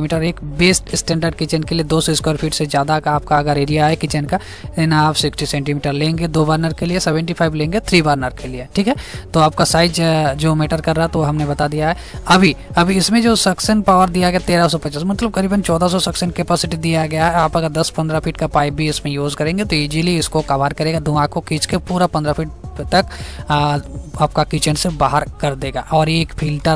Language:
Hindi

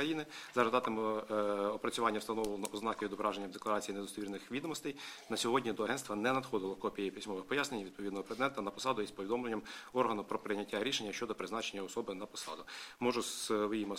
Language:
Ukrainian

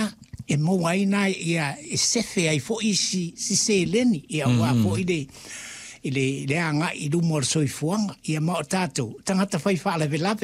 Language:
Samoan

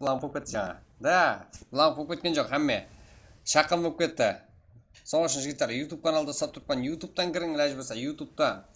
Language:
Kara-Kalpak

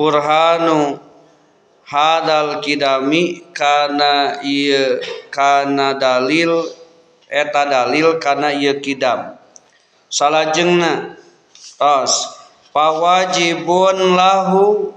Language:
Sundanese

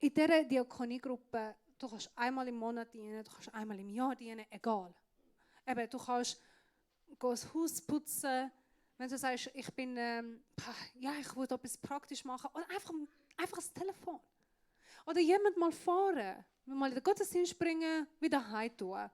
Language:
Swiss German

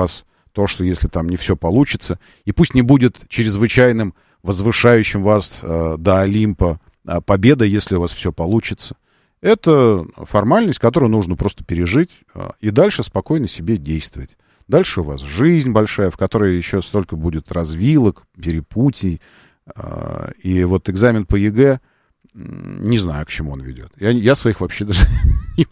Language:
Russian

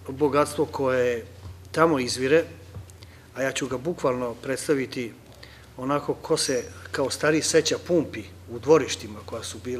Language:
Serbian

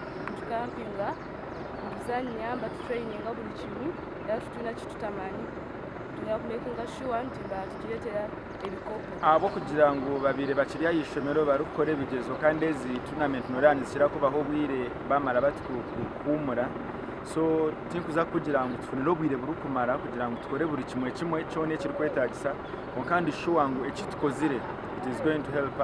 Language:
Nyankole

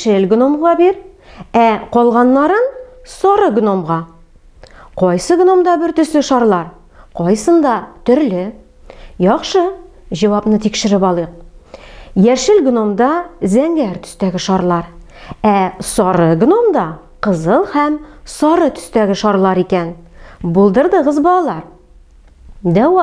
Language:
Tatar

